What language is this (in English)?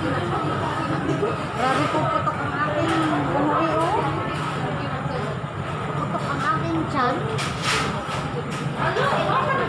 Filipino